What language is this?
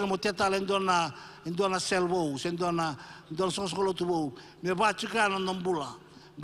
Fijian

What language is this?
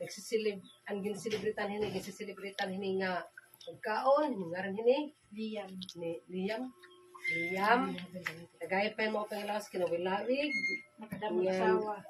Waray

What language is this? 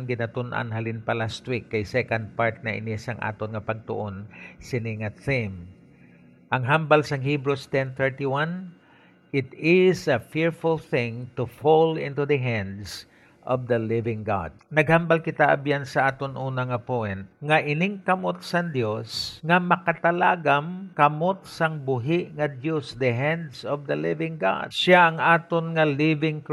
Hiligaynon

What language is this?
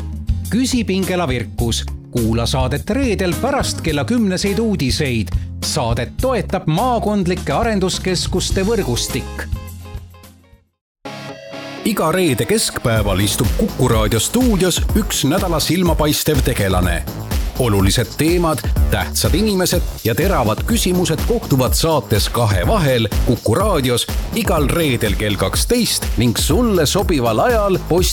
Estonian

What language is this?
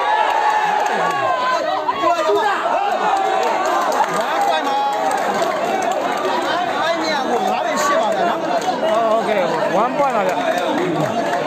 Burmese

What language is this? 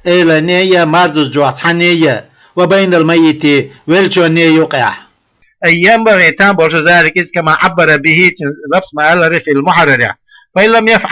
Chechen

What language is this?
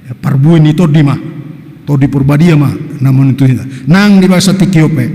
Batak Toba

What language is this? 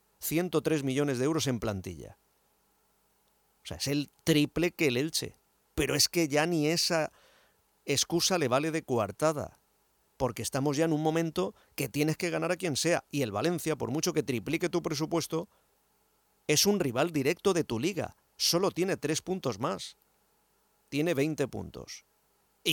Spanish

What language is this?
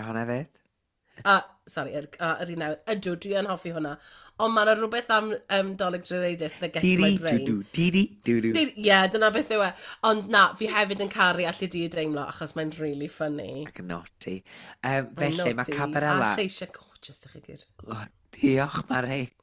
Welsh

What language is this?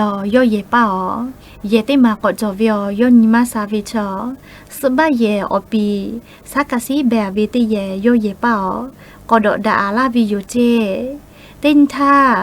Lahu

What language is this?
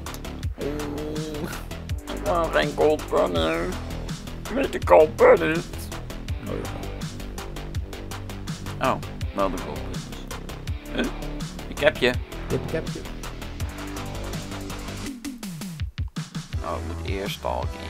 Dutch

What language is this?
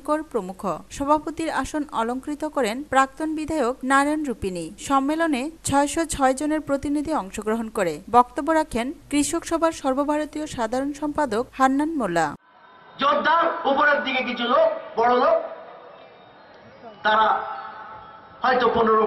Bangla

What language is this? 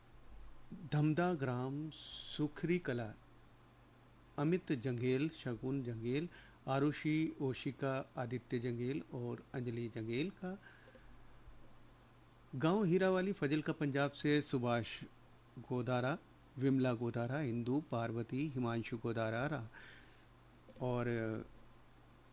Hindi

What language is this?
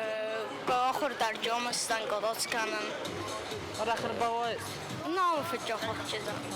Ossetic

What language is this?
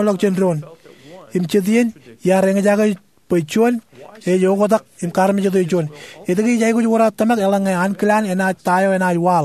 Marshallese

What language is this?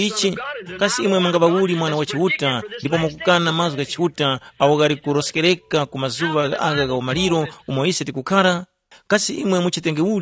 Tumbuka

